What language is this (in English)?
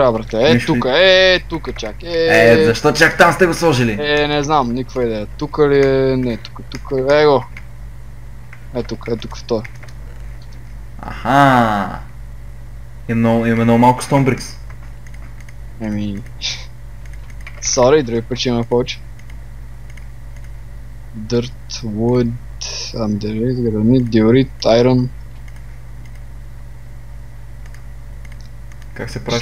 Bulgarian